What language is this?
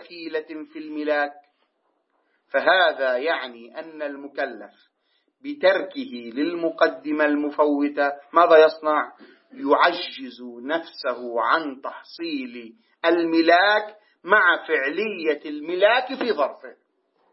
Arabic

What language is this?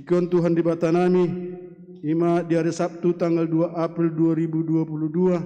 Batak Toba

